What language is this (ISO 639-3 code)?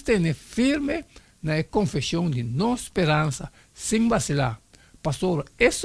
pap